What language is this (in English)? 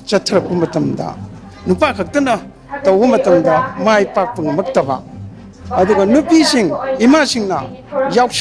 Manipuri